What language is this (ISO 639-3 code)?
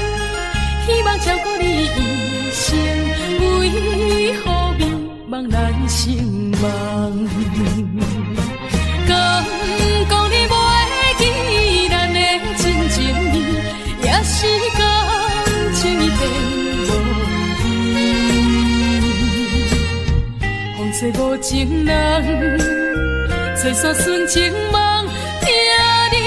nan